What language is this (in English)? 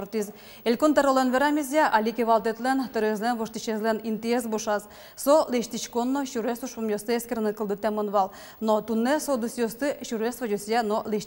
Udmurt